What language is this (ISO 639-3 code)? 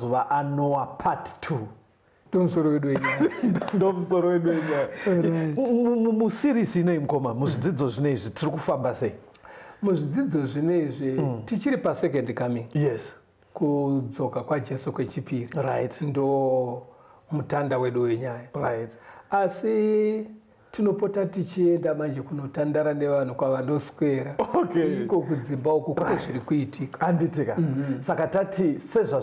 sna